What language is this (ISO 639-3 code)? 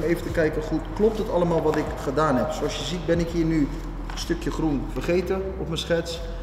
nld